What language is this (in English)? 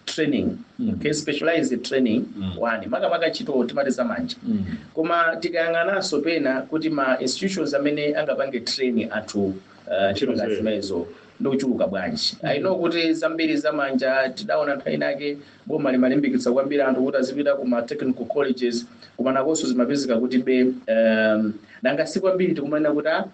Nyanja